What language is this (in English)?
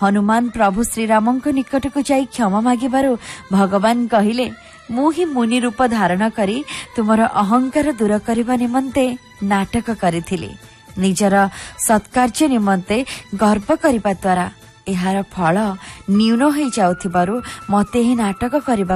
Odia